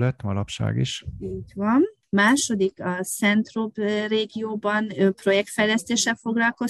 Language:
Hungarian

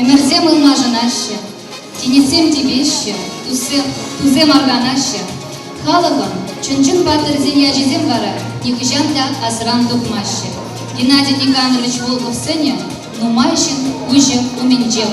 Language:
Chuvash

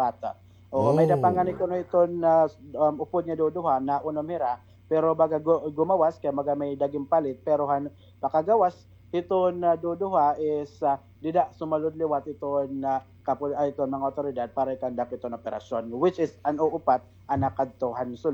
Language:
Waray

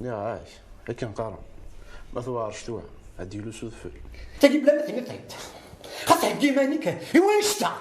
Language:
Kabyle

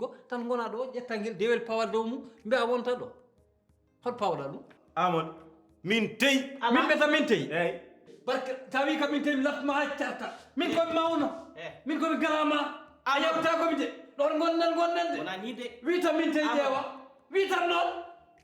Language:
Fula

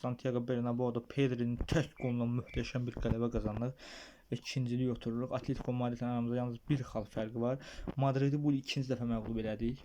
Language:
Azerbaijani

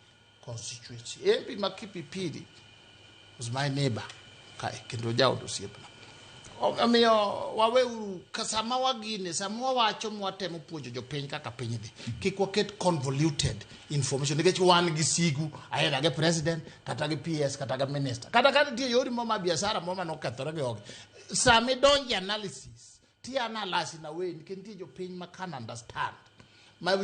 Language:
Luo (Kenya and Tanzania)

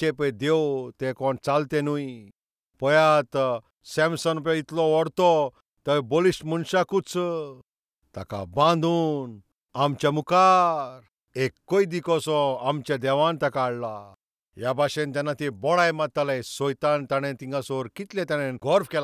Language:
Konkani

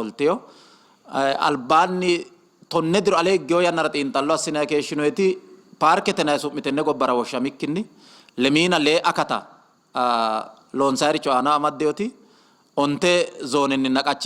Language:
Sidamo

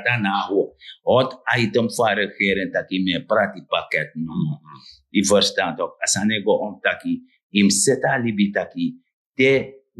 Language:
Sranan Tongo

